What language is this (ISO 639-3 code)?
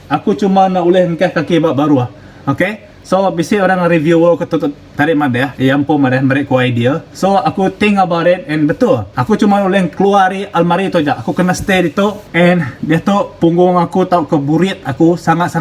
iba